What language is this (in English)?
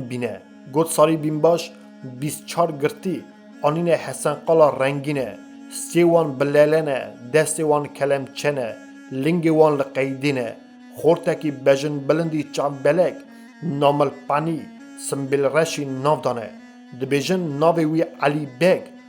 Kurdish